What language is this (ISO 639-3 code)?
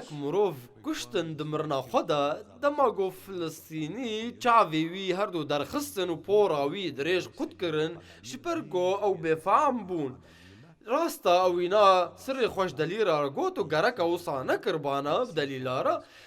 kur